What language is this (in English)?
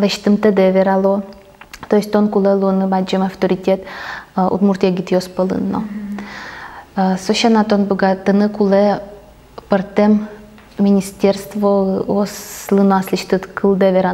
Udmurt